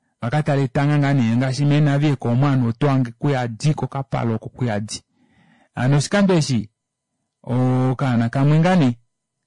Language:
Kuanyama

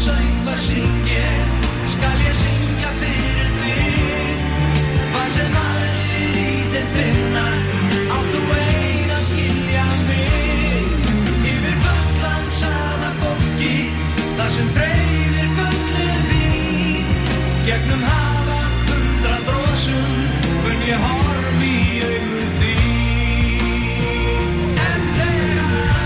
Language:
Icelandic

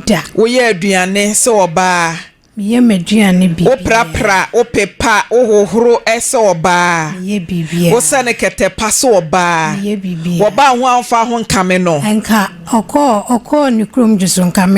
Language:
Akan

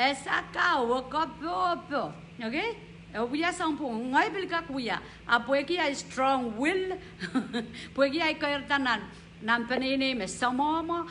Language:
Pohnpeian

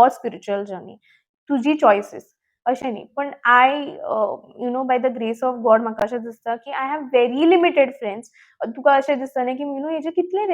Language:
Konkani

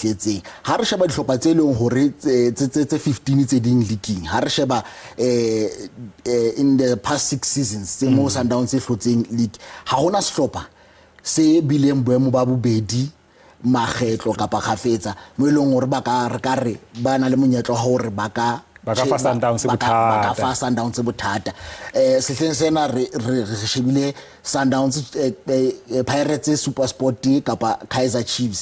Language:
Southern Sotho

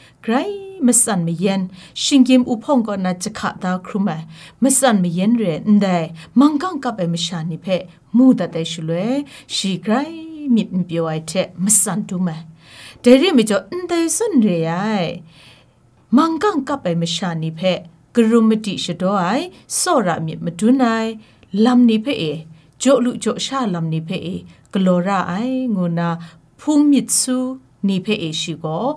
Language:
Kachin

